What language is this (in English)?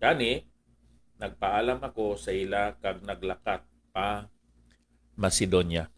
Hiligaynon